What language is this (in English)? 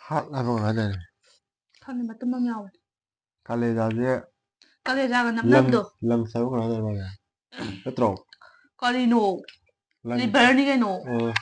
Manipuri